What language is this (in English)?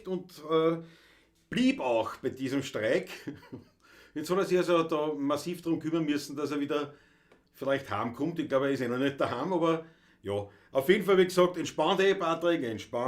Bavarian